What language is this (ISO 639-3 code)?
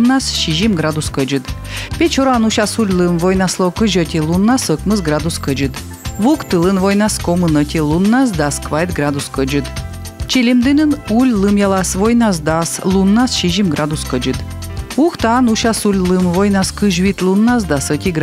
kom